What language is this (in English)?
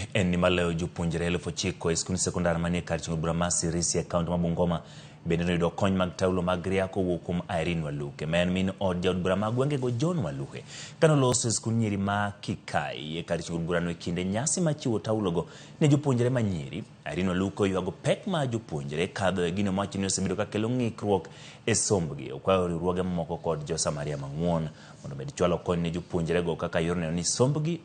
Luo (Kenya and Tanzania)